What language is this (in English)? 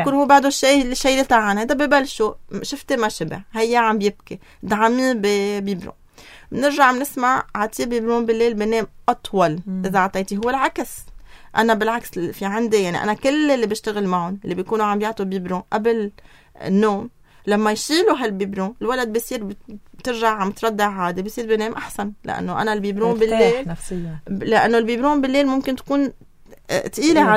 North Levantine Arabic